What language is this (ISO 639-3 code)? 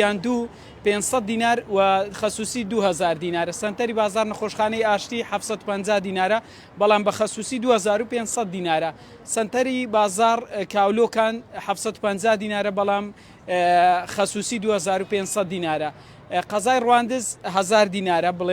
ckb